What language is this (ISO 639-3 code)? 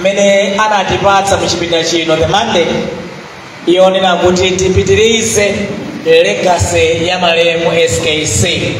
nya